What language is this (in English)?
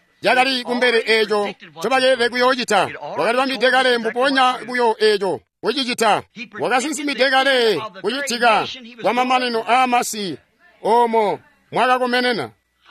Tonga (Zambia)